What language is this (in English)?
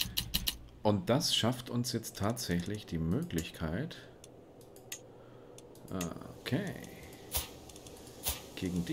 German